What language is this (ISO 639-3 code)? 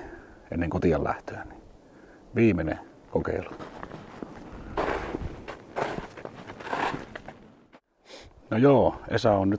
fin